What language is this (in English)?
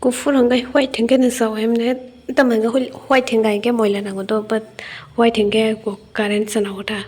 Kok Borok